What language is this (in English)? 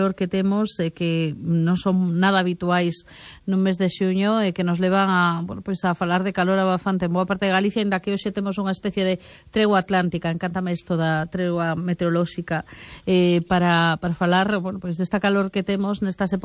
Galician